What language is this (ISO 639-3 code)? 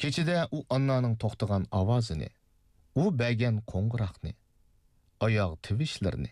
uig